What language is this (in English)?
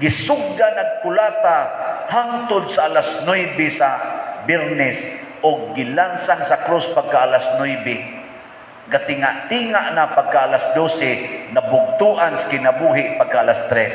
Cebuano